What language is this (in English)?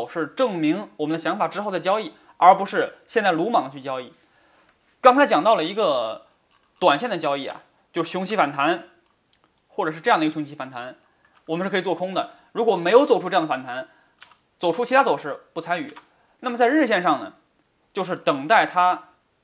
Chinese